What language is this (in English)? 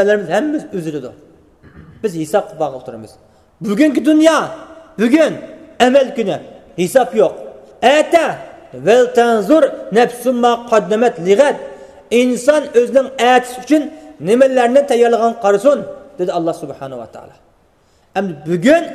Uyghur